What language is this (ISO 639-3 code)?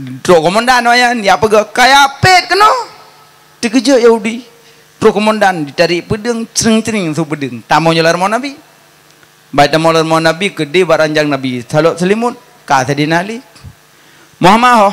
ace